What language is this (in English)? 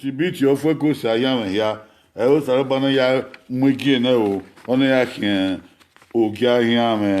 Bini